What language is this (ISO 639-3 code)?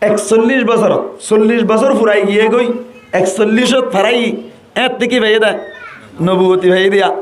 rhg